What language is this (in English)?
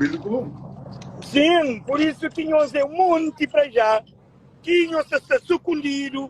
Kabuverdianu